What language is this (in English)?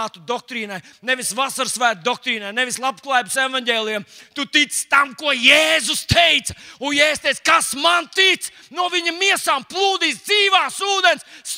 Latvian